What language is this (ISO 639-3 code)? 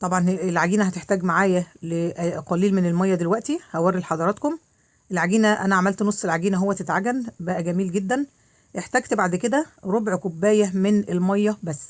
arz